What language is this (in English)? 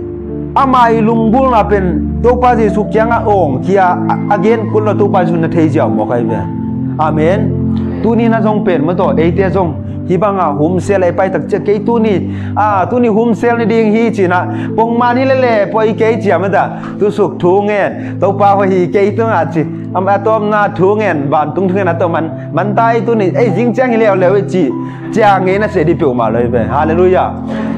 Tedim Chin